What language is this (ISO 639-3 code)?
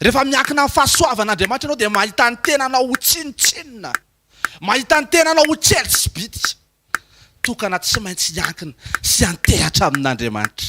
mlg